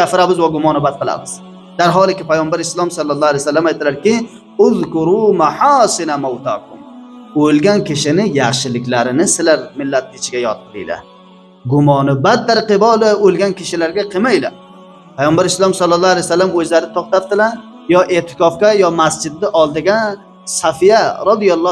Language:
Uzbek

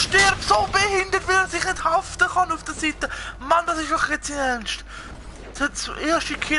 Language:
Swiss German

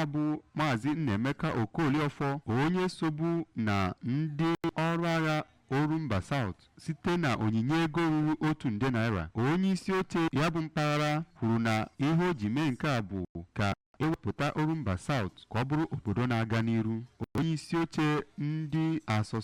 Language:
Igbo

